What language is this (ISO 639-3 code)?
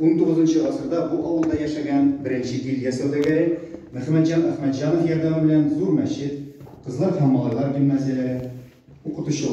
tat